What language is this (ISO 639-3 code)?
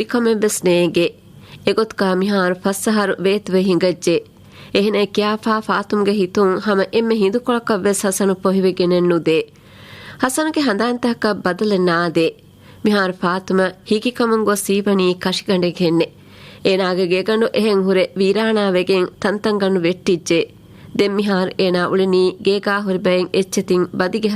div